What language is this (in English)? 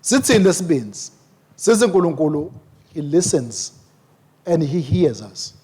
Swati